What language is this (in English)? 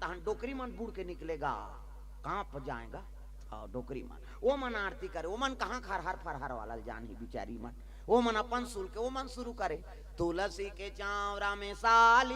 Chhattisgarhi